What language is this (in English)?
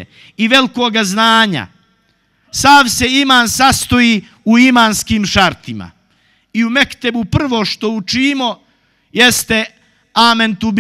Bosnian